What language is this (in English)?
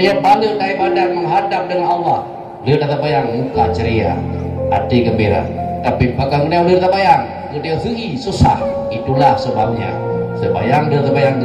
Achinese